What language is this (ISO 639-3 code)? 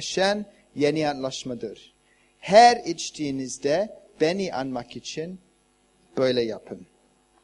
tur